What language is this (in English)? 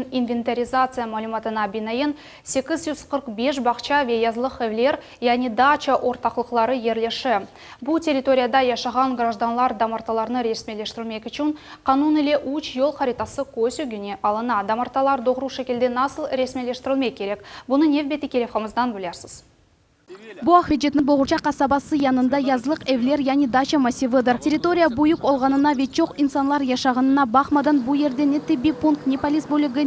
Crimean Tatar